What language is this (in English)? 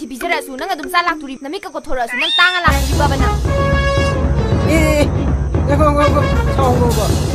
Manipuri